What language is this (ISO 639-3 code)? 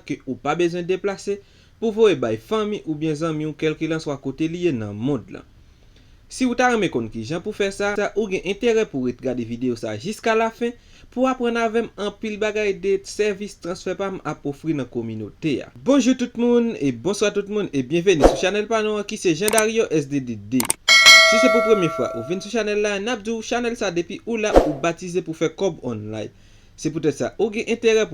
hat